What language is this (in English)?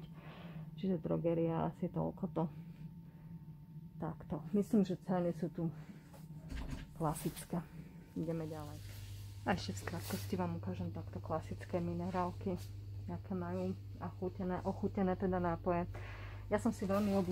Slovak